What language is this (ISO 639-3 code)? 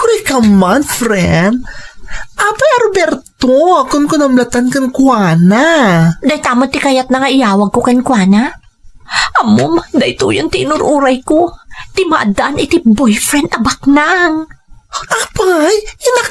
ilo